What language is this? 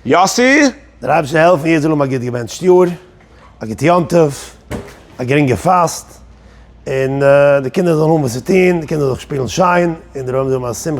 Yiddish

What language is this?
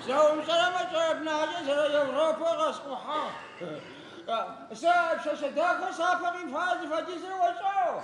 Adyghe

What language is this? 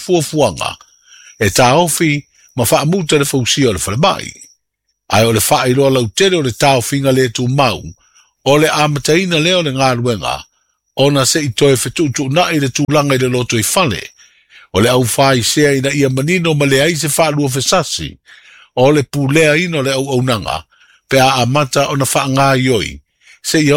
Samoan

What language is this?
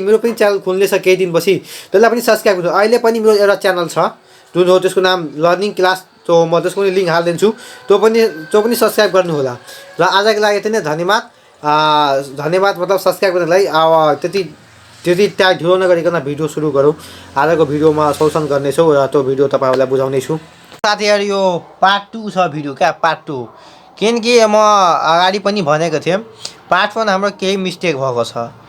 Nepali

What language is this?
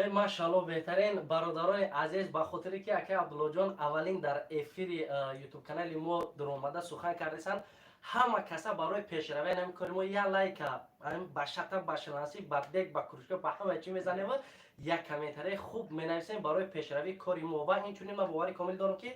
Tajik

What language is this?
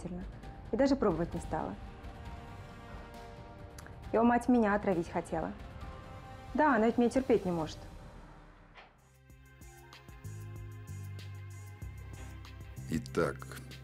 Russian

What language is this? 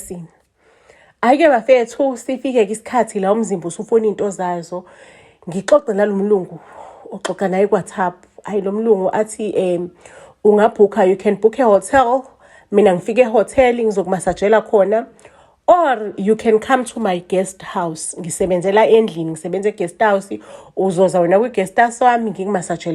Zulu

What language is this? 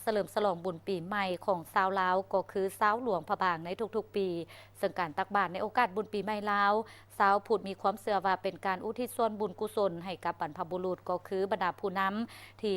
Lao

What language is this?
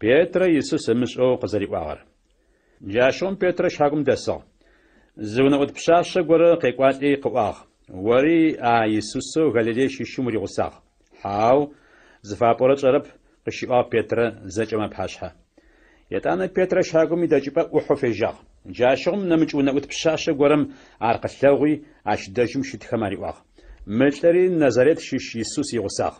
Adyghe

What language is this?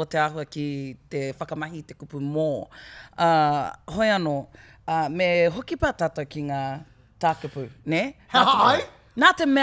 Māori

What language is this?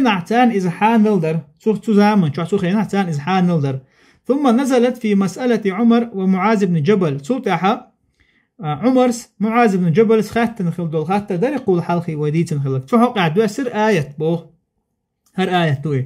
Chechen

